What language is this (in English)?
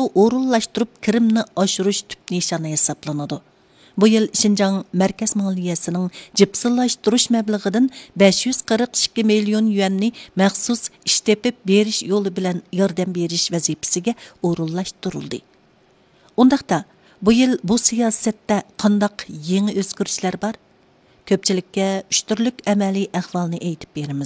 Uyghur